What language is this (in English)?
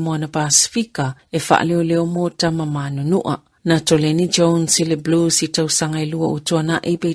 Samoan